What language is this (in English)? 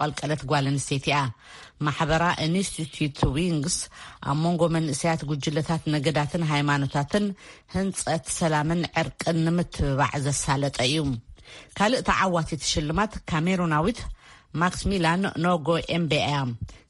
Tigrinya